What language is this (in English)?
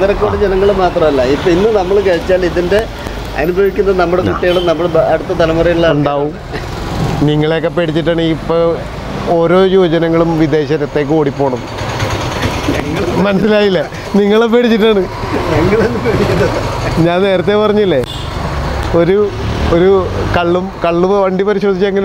Malayalam